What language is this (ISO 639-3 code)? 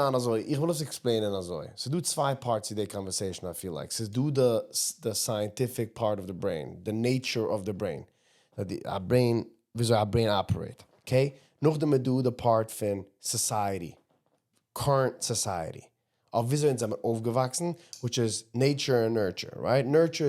yid